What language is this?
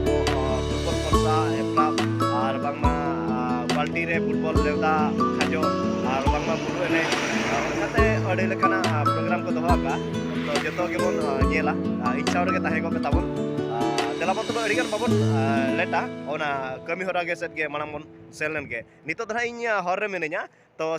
Santali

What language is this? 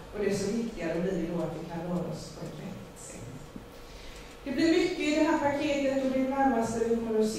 Swedish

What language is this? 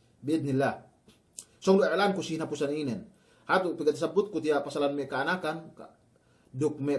Yakan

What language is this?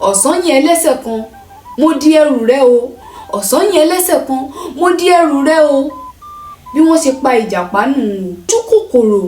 Yoruba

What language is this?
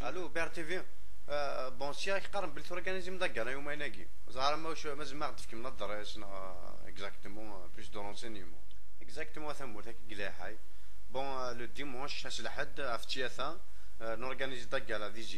Kabyle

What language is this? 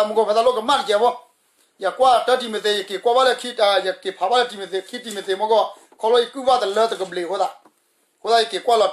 S'gaw Karen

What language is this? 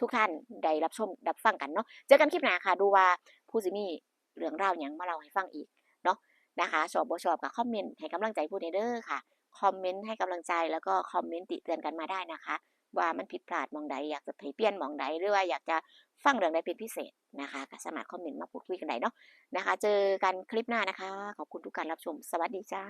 Northeastern Thai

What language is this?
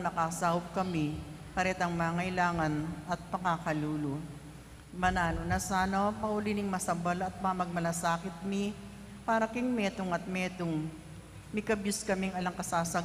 Pampanga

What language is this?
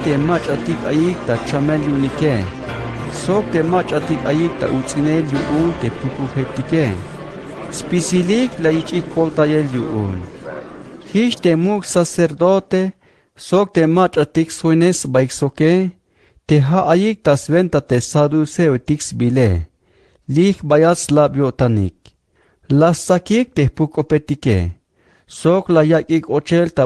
Tzeltal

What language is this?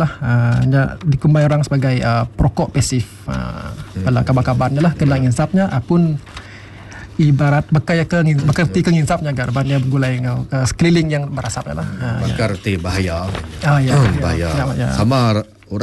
Iban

